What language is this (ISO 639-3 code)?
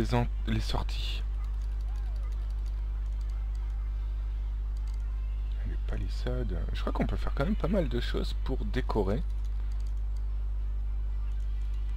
fra